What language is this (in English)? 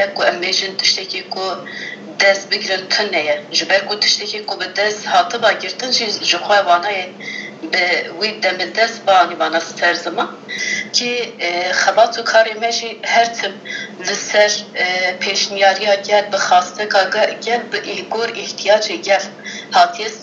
Kurdish